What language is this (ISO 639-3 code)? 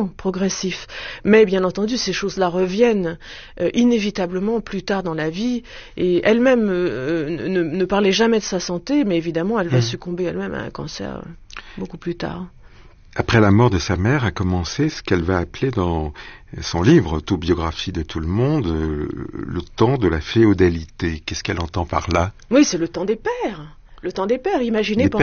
fra